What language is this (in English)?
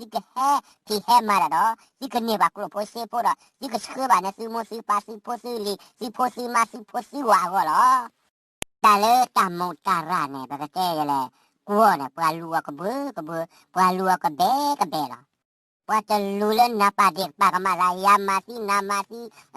S'gaw Karen